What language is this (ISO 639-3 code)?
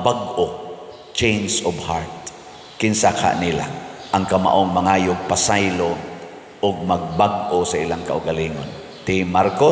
ceb